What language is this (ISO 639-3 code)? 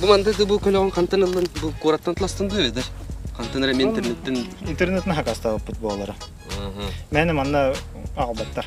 sah